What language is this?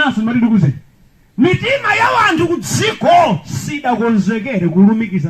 Nyanja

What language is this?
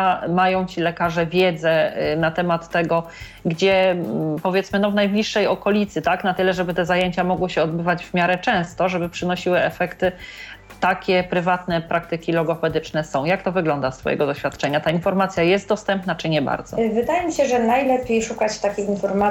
Polish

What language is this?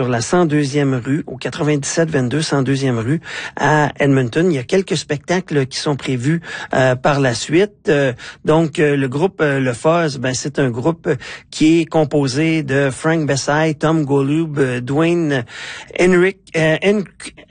French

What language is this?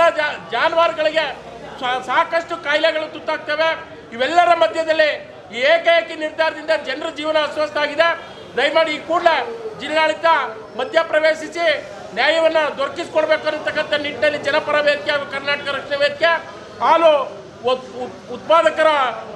Kannada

